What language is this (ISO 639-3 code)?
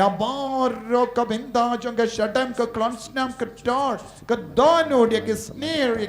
kha